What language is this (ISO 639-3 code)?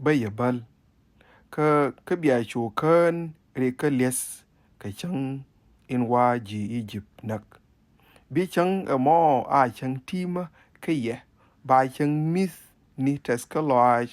nus